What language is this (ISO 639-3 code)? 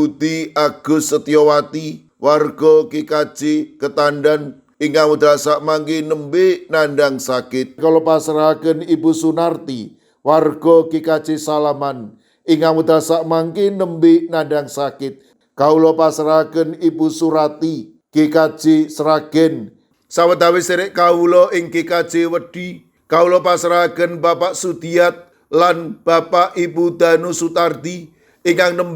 jav